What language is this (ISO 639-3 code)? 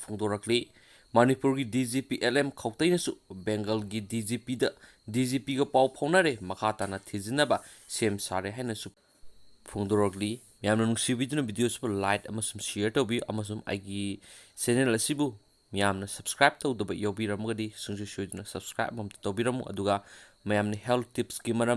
mni